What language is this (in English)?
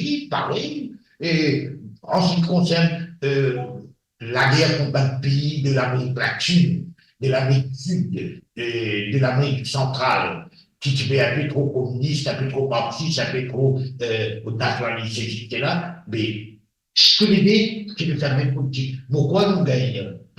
Morisyen